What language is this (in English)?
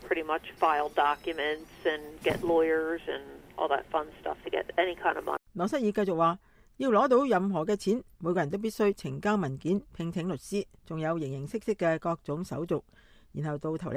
Cantonese